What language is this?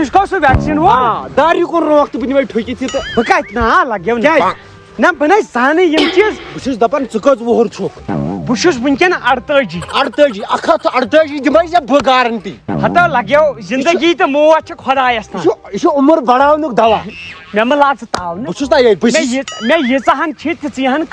Kashmiri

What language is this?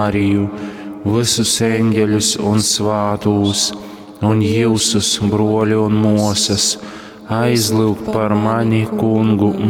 Latgalian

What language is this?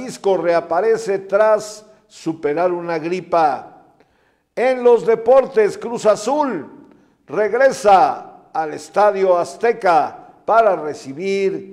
Spanish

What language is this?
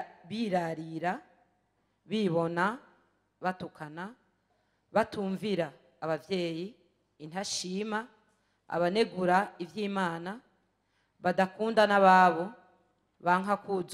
Rundi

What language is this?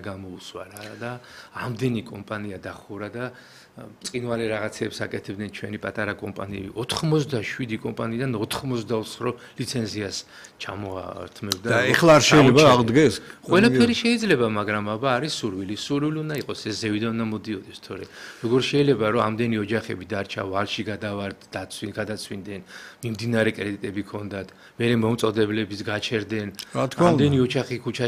Georgian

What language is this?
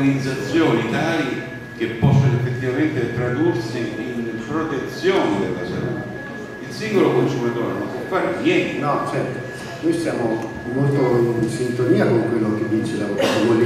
Italian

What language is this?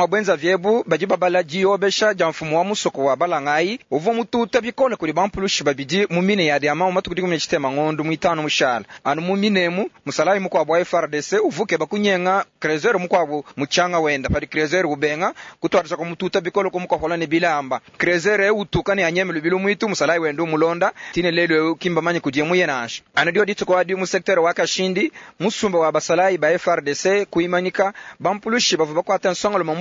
Luba-Lulua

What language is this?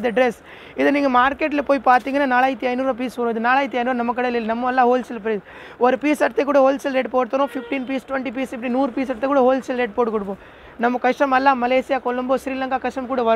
Tamil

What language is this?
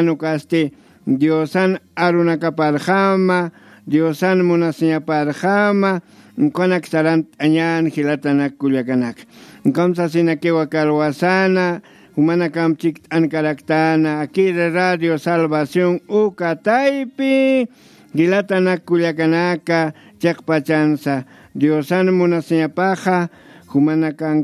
Aymara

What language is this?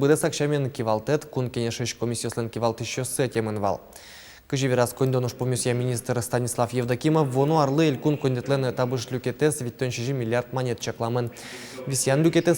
Udmurt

